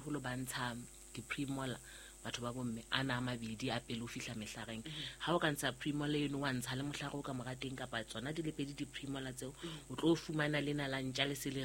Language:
Southern Sotho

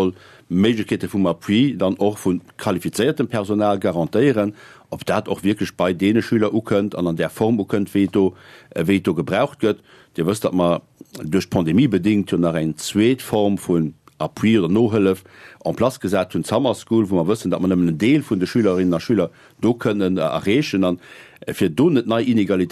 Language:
Luxembourgish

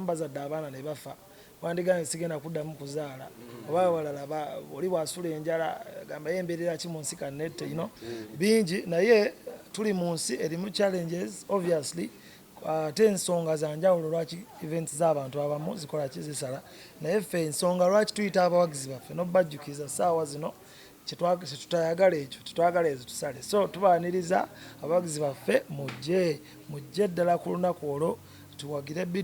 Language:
Ganda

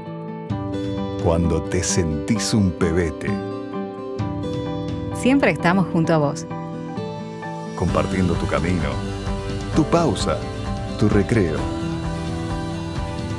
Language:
Spanish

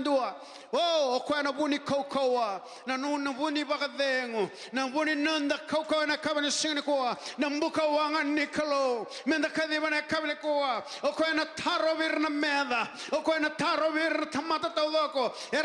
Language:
Fijian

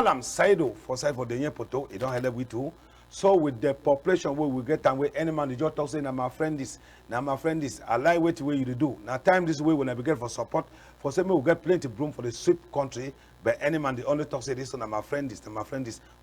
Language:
Cameroon Pidgin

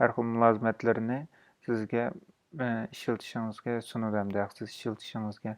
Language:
Uyghur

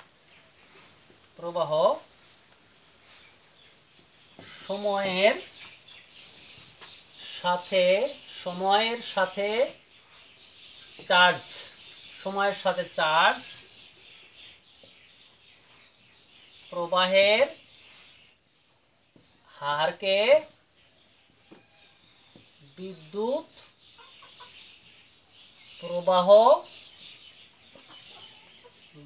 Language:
Bangla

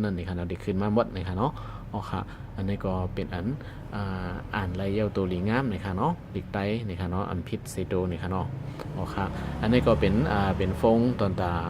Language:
Shan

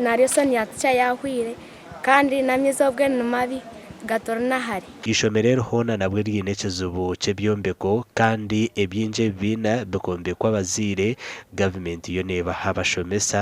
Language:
Nyankole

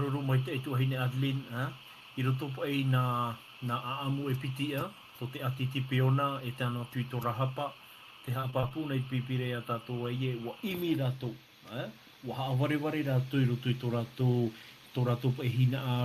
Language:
Tahitian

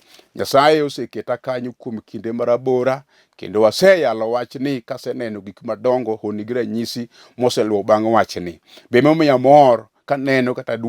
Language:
Luo (Kenya and Tanzania)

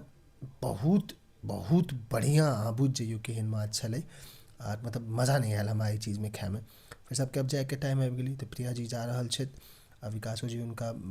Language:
Maithili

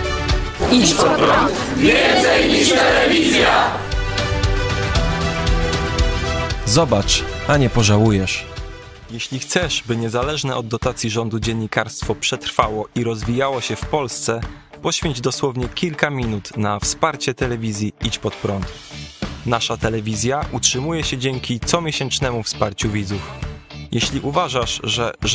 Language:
Polish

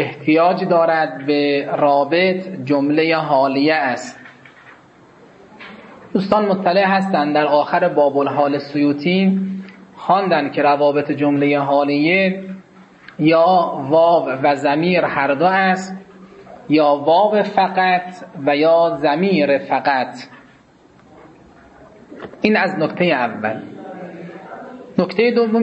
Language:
Persian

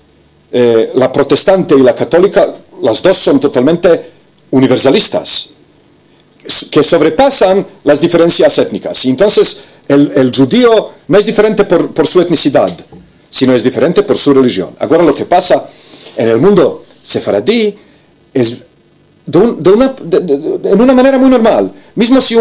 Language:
Ladino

